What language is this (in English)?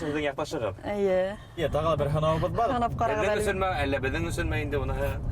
Bashkir